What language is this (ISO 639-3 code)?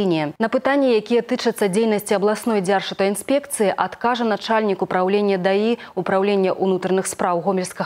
bel